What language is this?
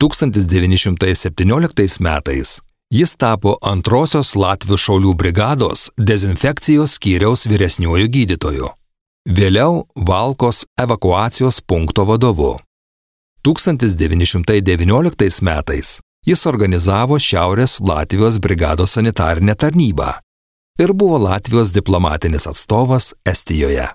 Lithuanian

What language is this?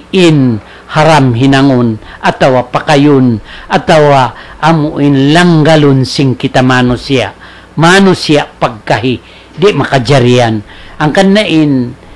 Tausug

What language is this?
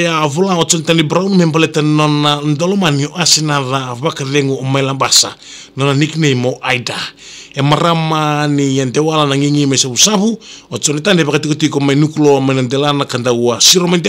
Fijian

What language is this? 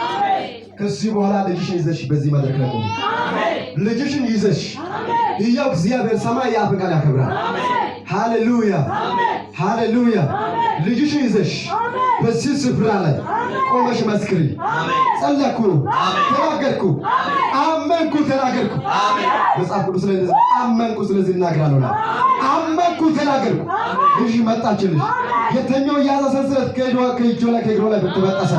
Amharic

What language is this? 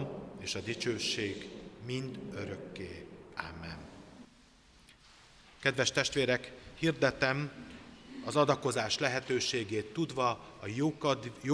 Hungarian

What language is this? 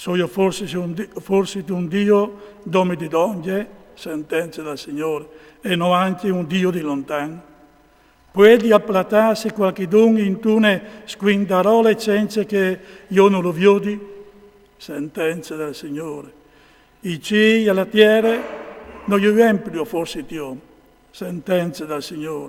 Friulian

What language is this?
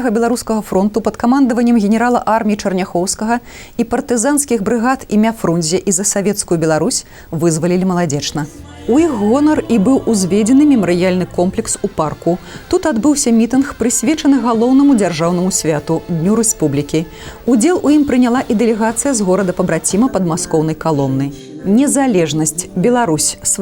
Belarusian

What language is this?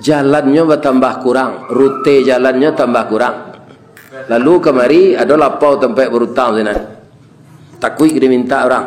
Minangkabau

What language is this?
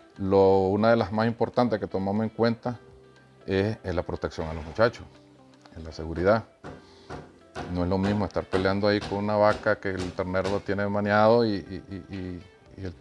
Spanish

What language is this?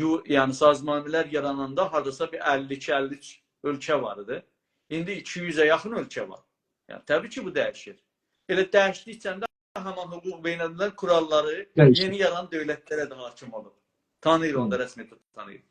South Azerbaijani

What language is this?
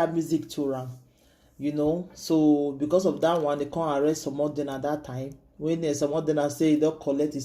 Nigerian Pidgin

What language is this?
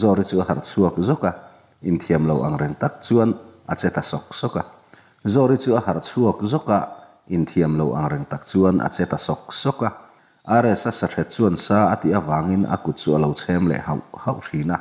Mizo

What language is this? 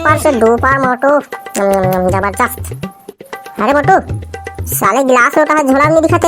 Chhattisgarhi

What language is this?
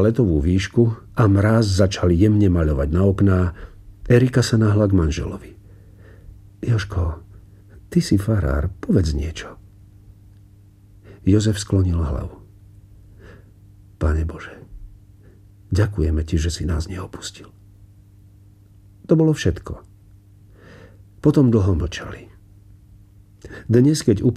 Slovak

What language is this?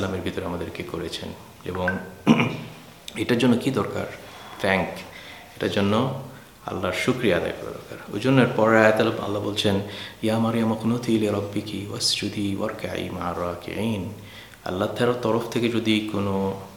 Bangla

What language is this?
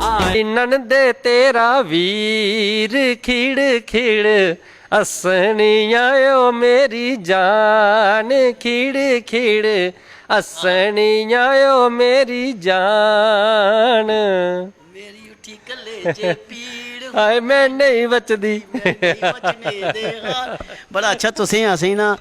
Dogri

